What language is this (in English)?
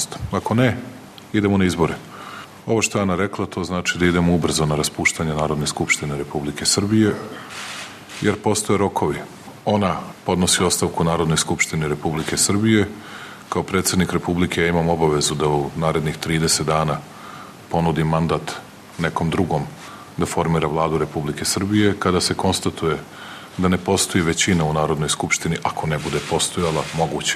Serbian